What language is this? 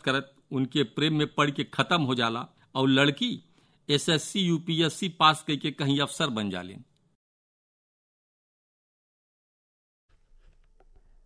Bhojpuri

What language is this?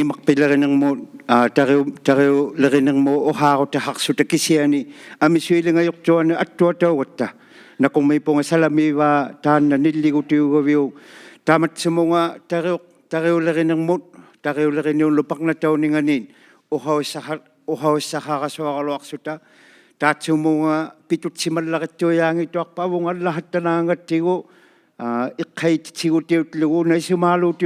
Inuktitut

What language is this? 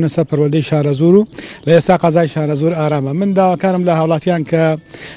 Central Kurdish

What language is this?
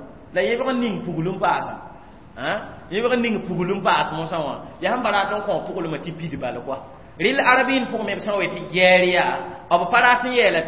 Mossi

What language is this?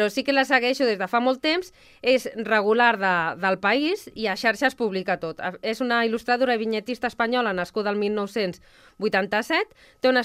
Catalan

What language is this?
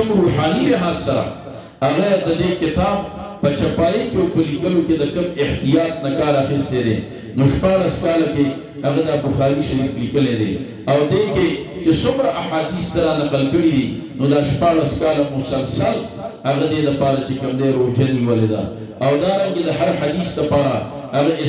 Pashto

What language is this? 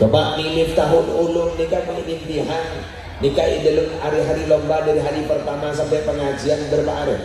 Madurese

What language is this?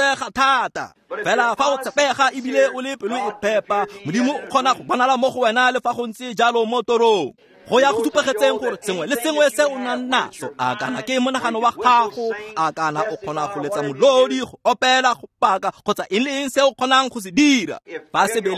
Tswana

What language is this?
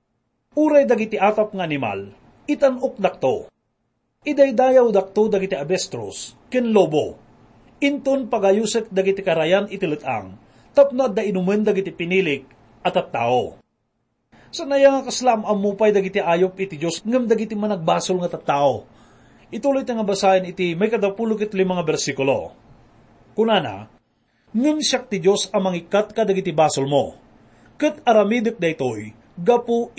Iloko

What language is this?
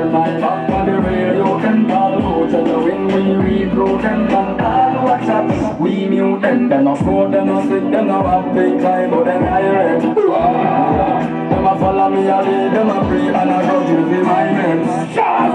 Jamaican Creole English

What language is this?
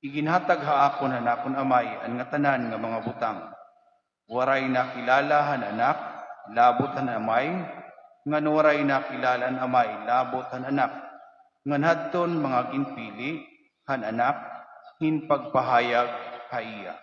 Waray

